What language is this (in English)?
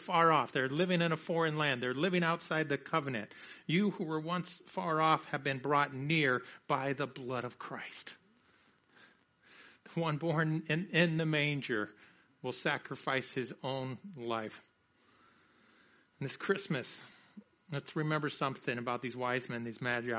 English